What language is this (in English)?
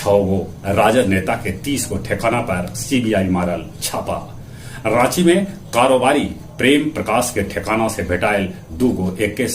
Magahi